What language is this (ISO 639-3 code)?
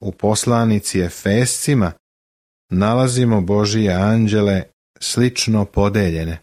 srp